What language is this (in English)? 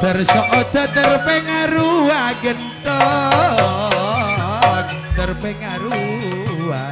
Madurese